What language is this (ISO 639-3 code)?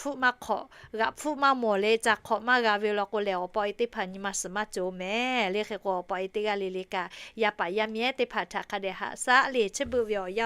lhu